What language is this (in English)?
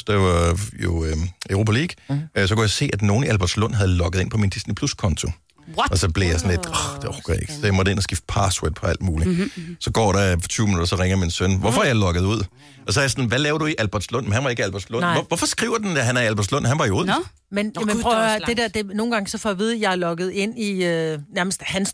Danish